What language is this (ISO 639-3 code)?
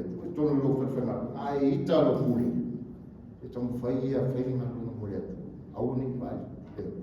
smo